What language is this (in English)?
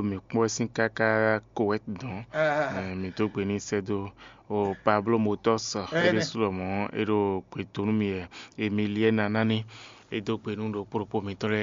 Fon